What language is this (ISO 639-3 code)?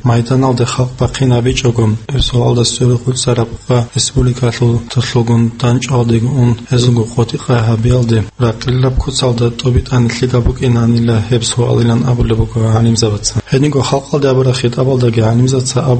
ava